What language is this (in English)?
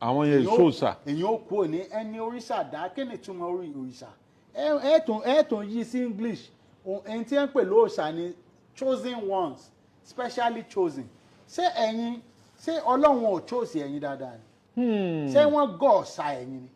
Yoruba